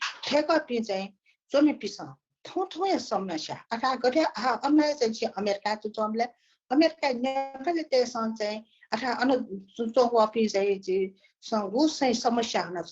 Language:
Newari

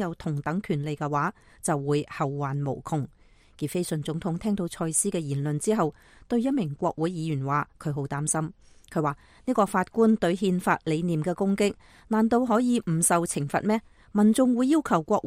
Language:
Cantonese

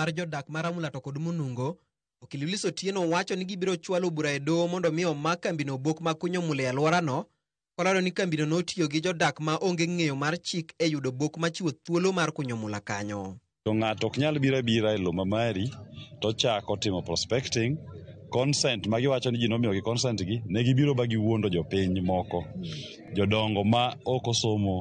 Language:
Luo (Kenya and Tanzania)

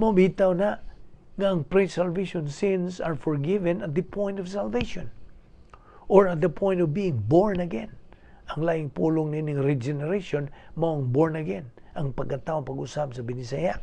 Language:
Cebuano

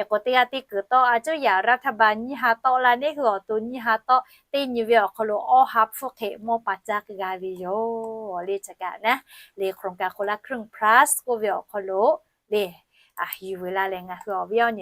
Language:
Lahu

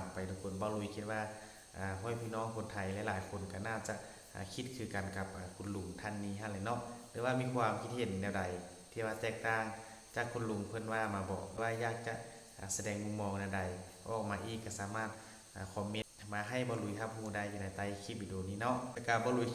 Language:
Northeastern Thai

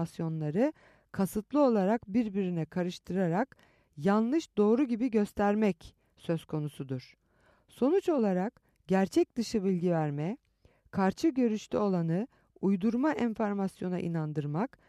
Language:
Turkish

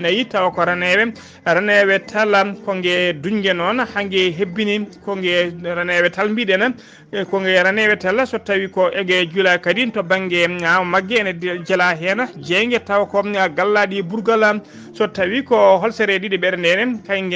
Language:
Fula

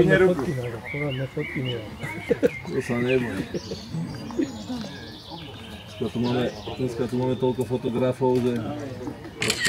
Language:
Slovak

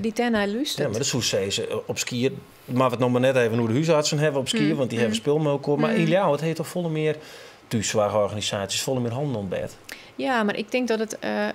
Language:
Western Frisian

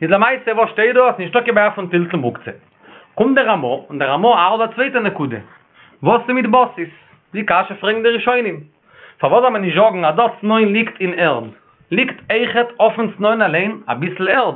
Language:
Yiddish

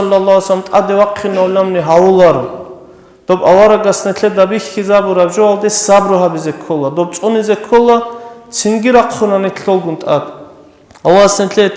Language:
Avaric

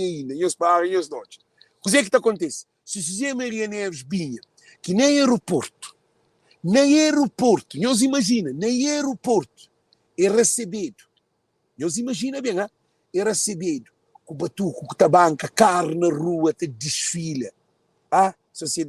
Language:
Kabuverdianu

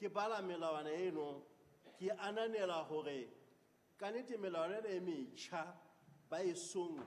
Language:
Southern Sotho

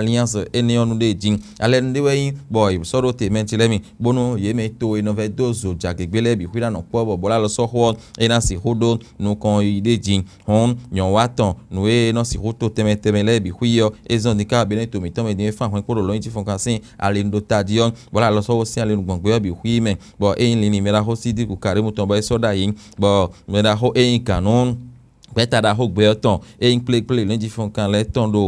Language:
Fon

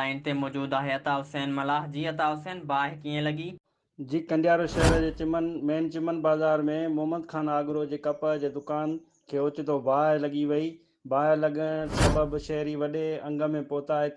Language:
Sindhi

